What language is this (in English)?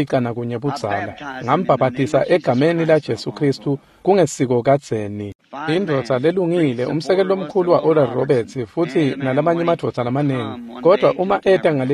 Swati